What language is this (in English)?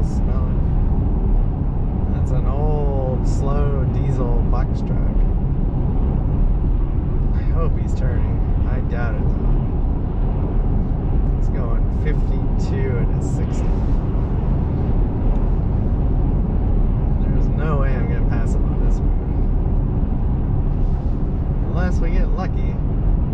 English